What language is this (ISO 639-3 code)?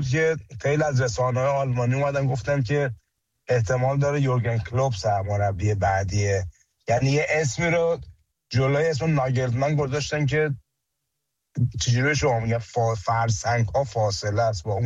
fas